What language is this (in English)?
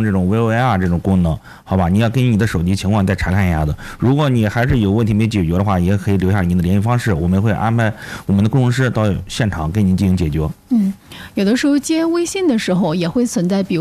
Chinese